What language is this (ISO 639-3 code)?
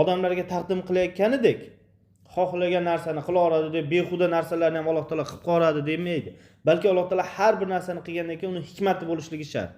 uzb